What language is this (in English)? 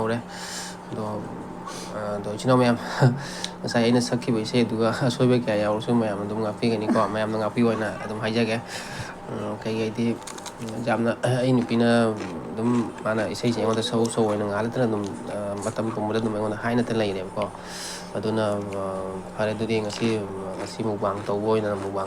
Manipuri